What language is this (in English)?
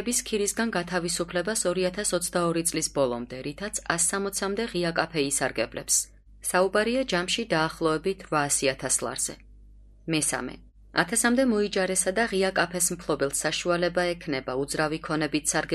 Georgian